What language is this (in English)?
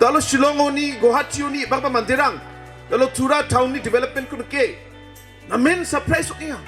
Garo